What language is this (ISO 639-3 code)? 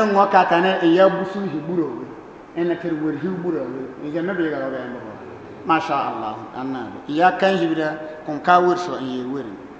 bib